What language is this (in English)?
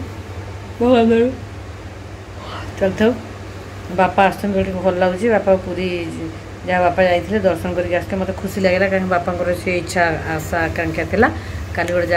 Odia